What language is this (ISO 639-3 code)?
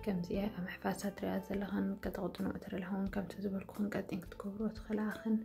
tir